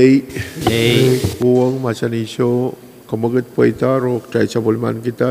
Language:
Pohnpeian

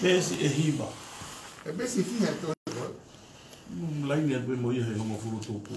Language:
Tongan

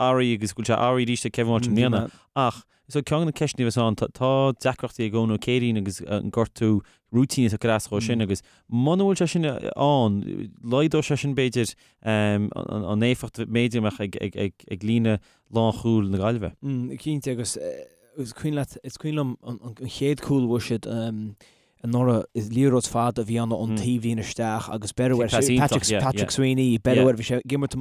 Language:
Irish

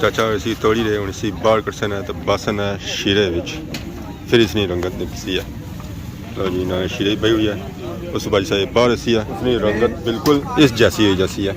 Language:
Pahari-Potwari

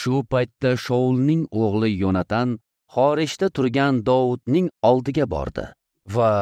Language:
Uzbek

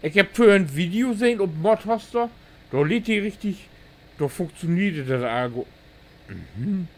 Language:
Low German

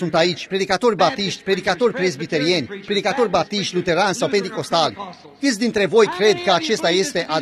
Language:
Romanian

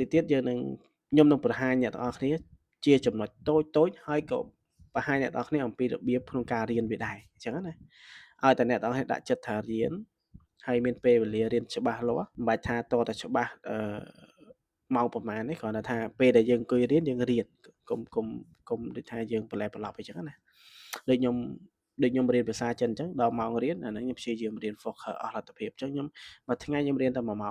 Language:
Khmer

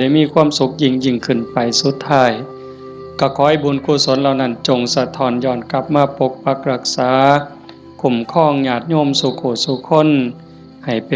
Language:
Lao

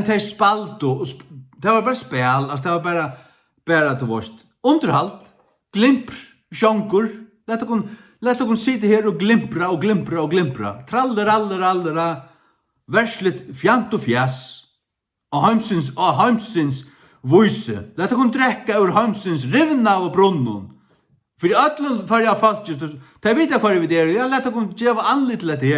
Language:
Faroese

